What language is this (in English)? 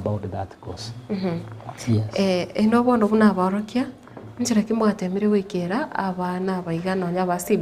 Gusii